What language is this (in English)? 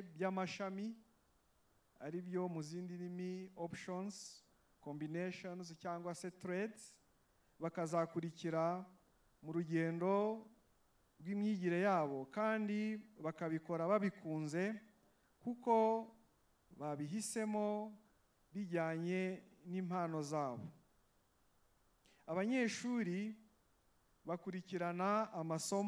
Kinyarwanda